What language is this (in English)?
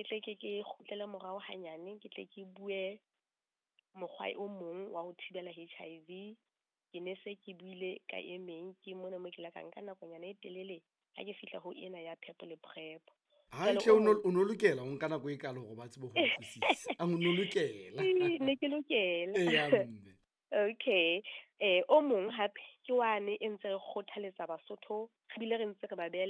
Southern Sotho